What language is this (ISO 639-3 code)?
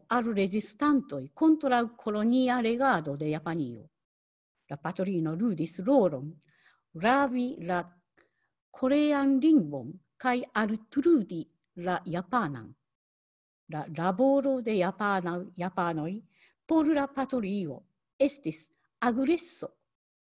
epo